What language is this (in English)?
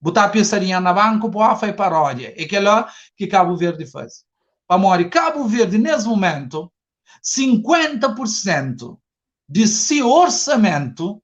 Kabuverdianu